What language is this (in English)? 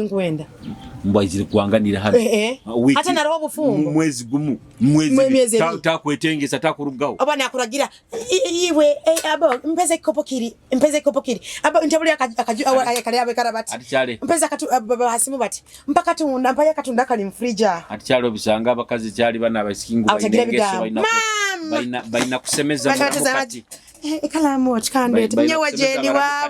Nyoro